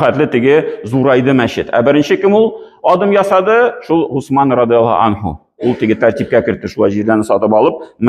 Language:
Tatar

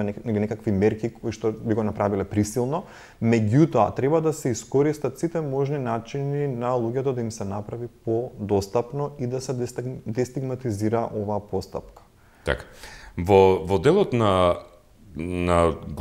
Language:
Macedonian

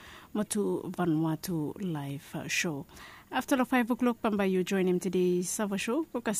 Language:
Bislama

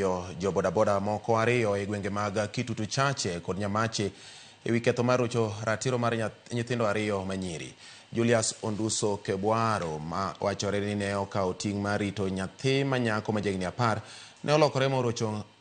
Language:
Luo (Kenya and Tanzania)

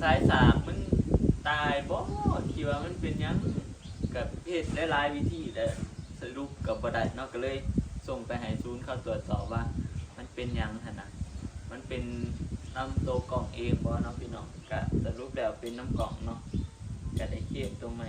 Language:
Northeastern Thai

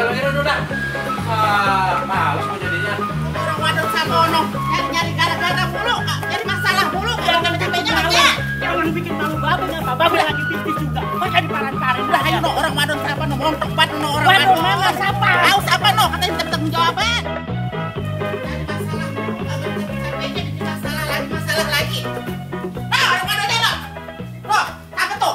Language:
Betawi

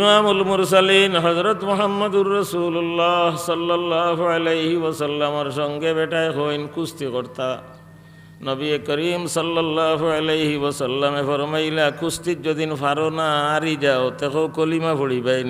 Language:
Sylheti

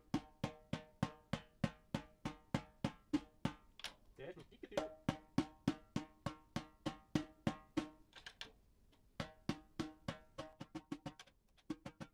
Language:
German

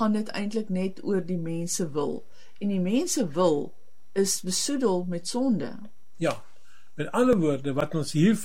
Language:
Afrikaans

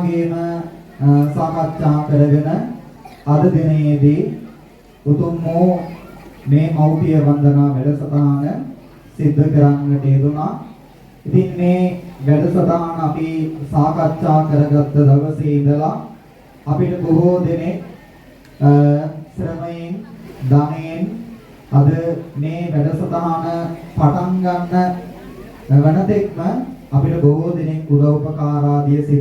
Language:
Sinhala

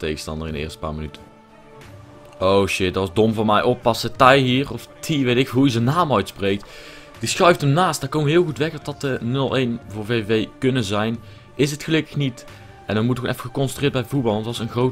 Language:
Dutch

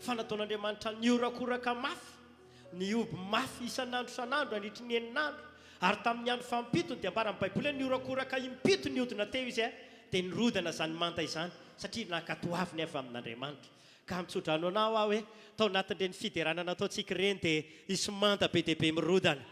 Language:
Malagasy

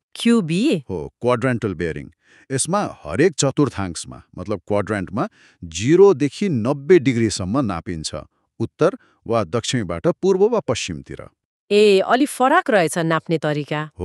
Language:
Nepali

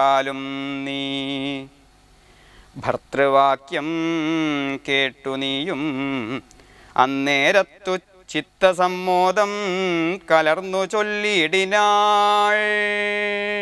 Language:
Malayalam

